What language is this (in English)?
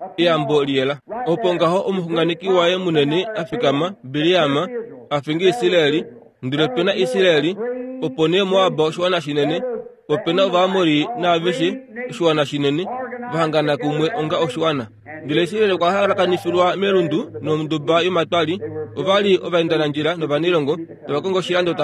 Kuanyama